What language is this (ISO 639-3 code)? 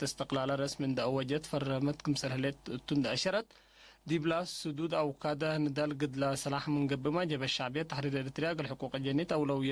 tig